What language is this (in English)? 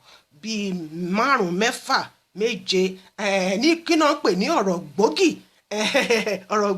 Yoruba